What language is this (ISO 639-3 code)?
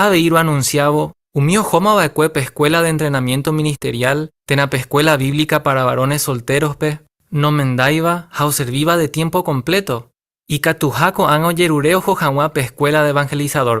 grn